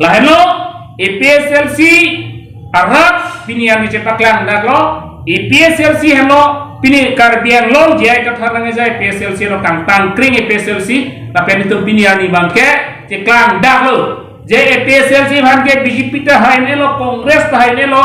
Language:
Karbi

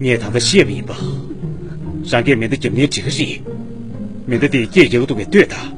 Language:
Tibetan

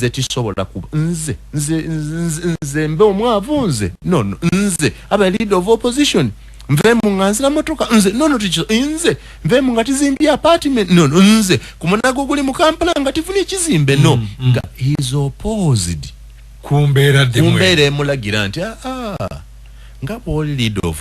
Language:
Ganda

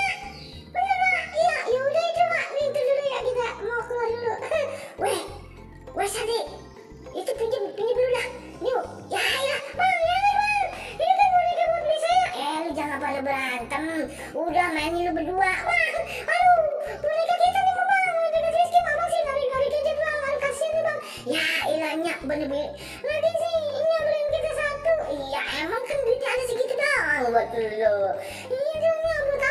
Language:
Betawi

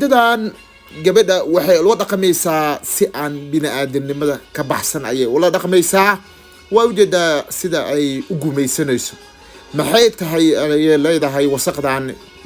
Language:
Somali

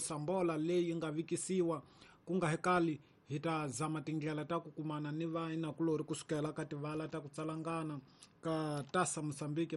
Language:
Tsonga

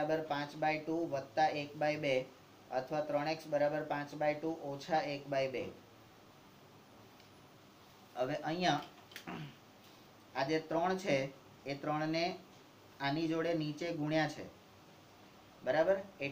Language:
Gujarati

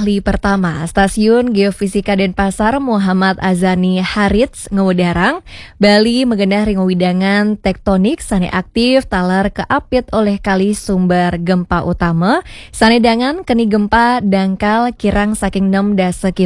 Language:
Balinese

